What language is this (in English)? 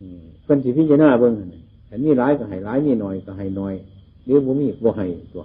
Northeastern Thai